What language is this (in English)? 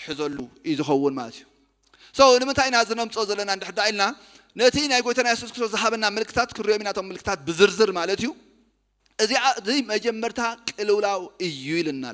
Tigrinya